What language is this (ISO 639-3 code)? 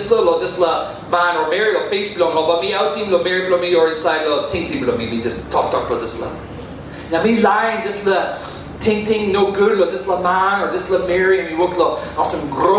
tpi